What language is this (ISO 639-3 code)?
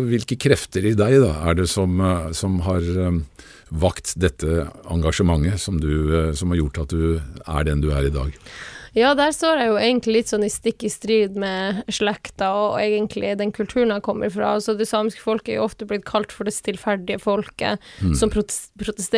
nor